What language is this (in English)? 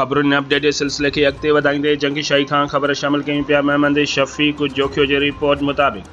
Sindhi